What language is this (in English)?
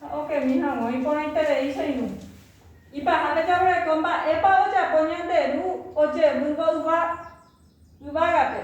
Guarani